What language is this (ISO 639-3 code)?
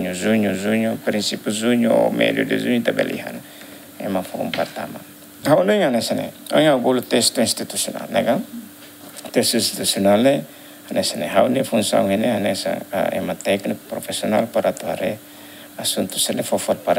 tet